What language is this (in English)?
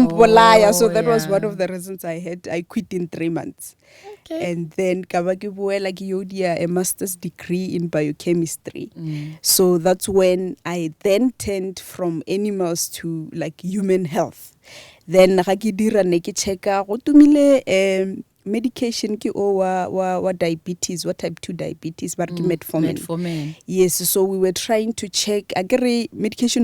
Northern Sotho